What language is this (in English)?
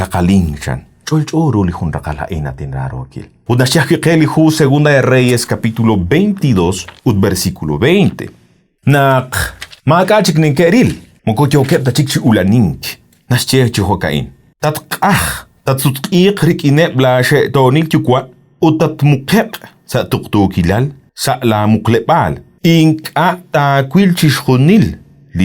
Kekchí